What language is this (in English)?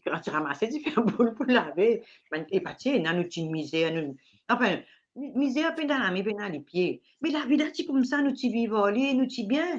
Morisyen